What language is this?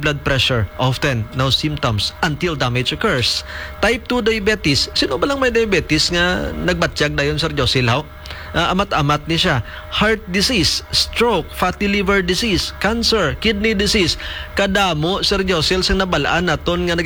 Hiligaynon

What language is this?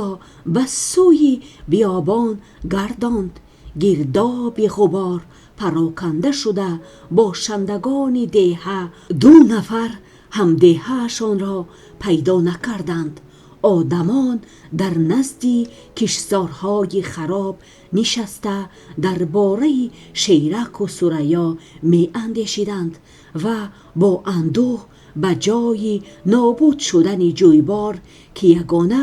Tajik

